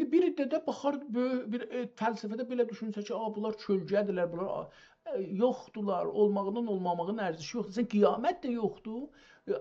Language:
South Azerbaijani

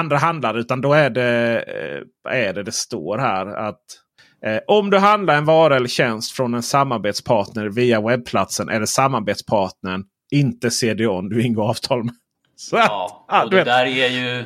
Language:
Swedish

